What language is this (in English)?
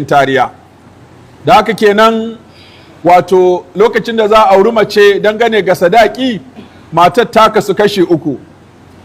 Hausa